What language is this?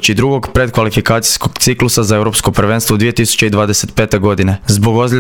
Croatian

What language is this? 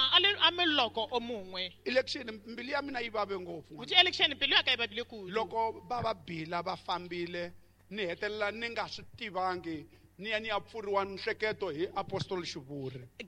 Tsonga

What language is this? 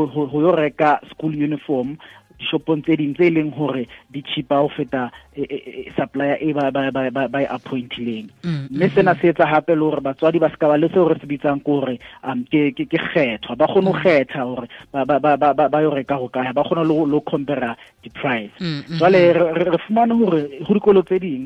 Southern Sotho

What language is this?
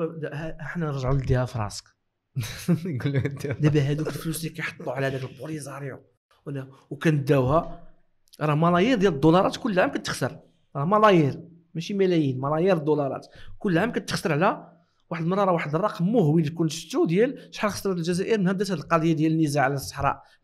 Moroccan Arabic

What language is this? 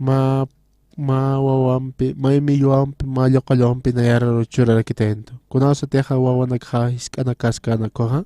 Aymara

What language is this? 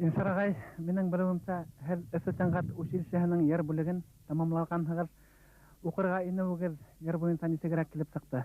Bashkir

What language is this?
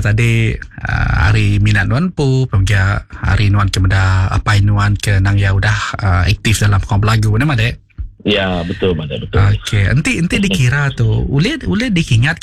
Iban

